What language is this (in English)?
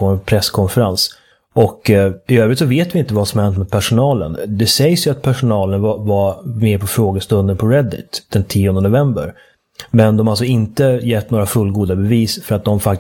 Swedish